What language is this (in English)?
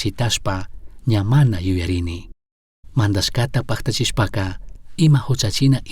Chimborazo Highland Quichua